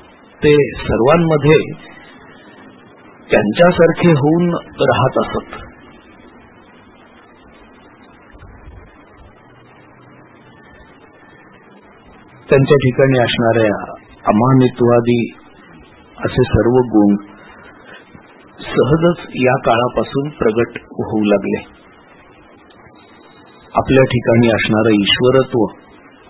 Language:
Marathi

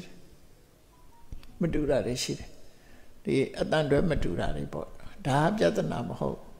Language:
Burmese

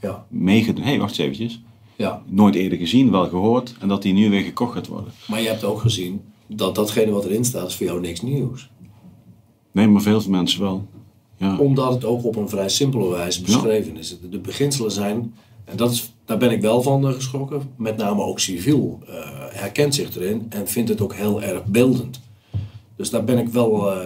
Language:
Dutch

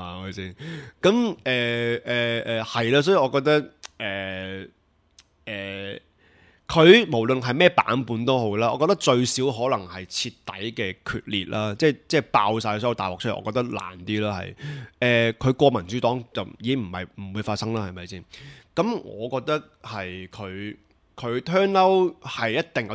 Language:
Cantonese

